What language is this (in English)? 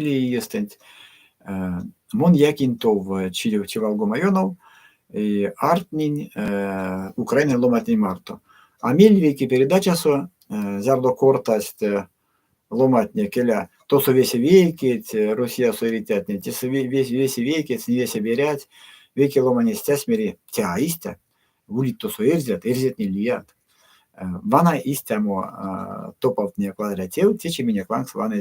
Erzya